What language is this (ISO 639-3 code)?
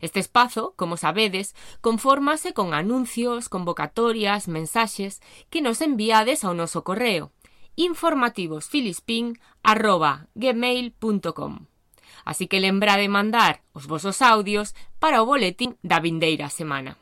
glg